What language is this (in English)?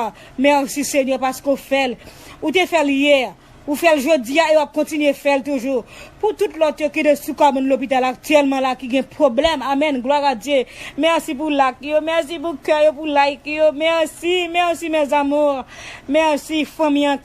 Haitian Creole